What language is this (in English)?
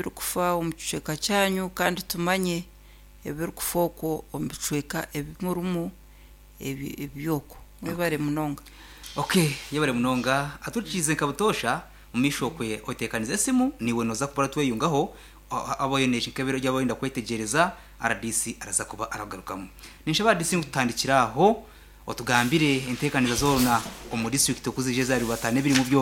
Nyankole